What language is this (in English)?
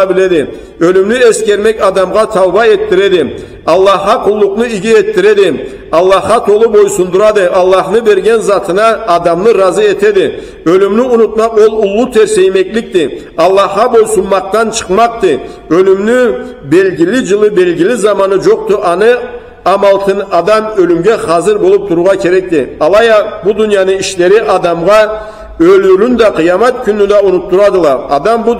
Karachay-Balkar